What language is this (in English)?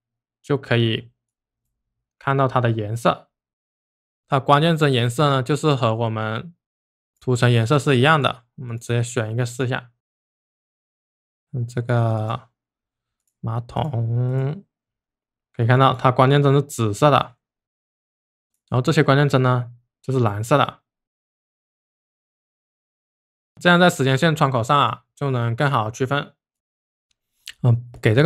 Chinese